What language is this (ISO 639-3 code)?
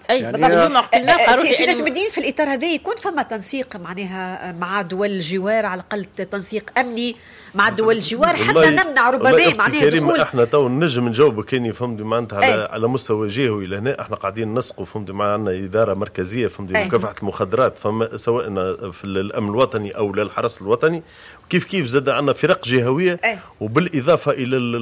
aeb